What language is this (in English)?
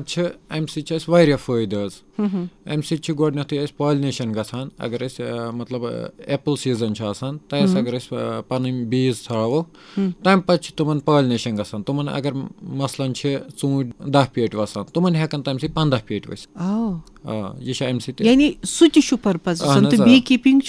Kashmiri